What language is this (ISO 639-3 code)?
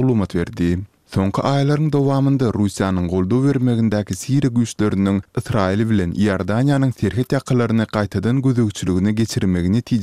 tuk